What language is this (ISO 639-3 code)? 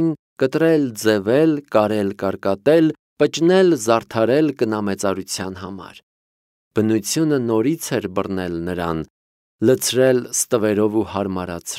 hye